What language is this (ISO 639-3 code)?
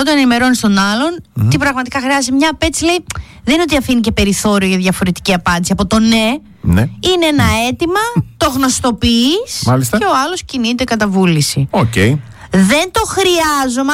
ell